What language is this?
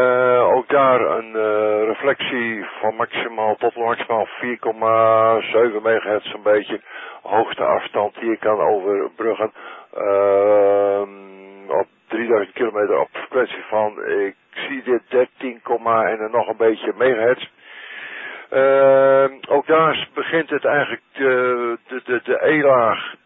Dutch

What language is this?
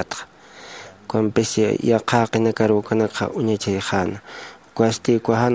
Aymara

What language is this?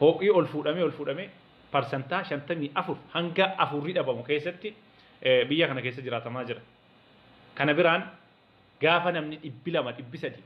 Oromo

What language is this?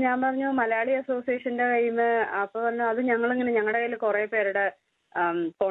Malayalam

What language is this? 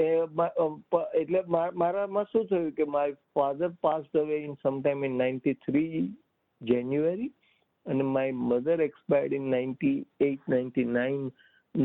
Gujarati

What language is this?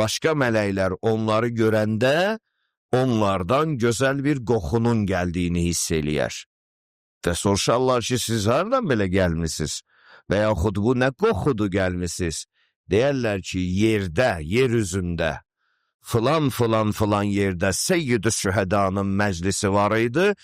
Azerbaijani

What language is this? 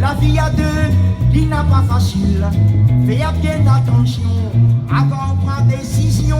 Réunion Creole French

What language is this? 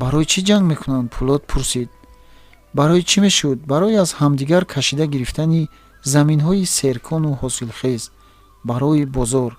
Tajik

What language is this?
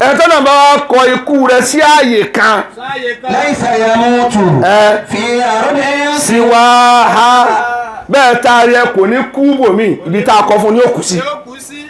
Yoruba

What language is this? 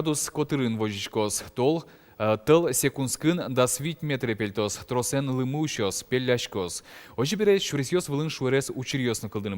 Udmurt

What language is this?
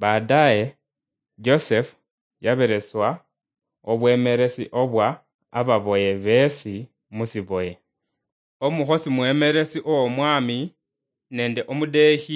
Luyia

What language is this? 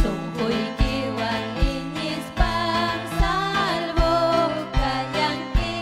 Ayacucho Quechua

